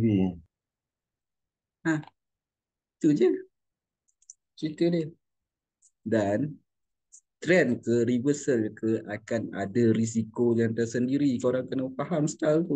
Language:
Malay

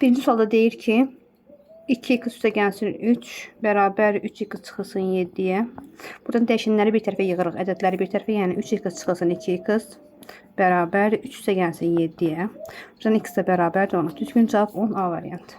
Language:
Azerbaijani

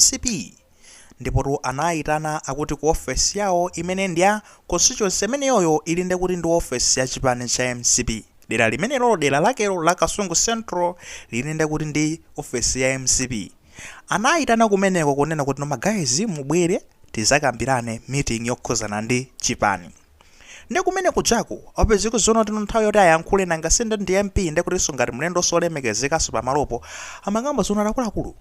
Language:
Nyanja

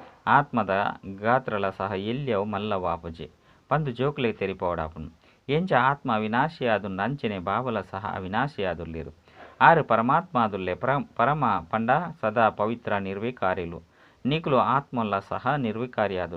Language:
Tulu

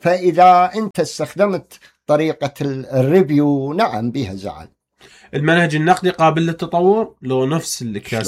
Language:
Mesopotamian Arabic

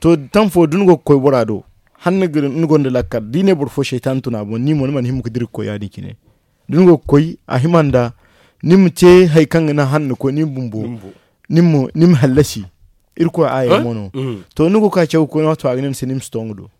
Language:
Zarma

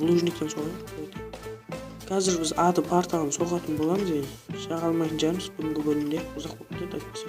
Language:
Kara-Kalpak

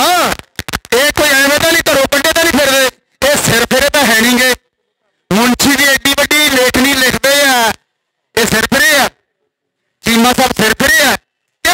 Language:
Punjabi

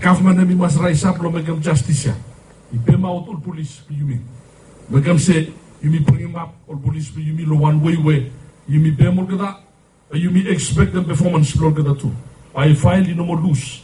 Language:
Bislama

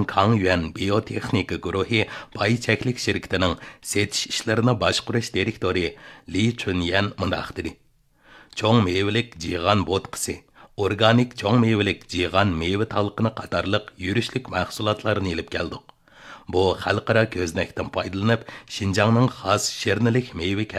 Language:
Uyghur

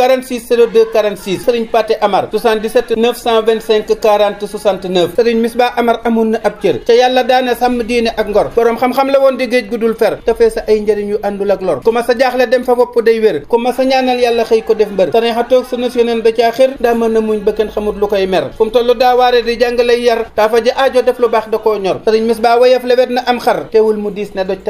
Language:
Wolof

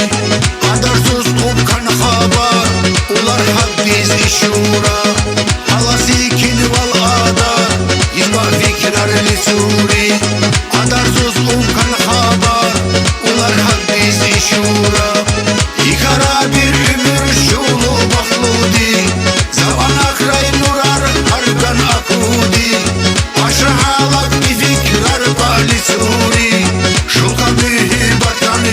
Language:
Tabassaran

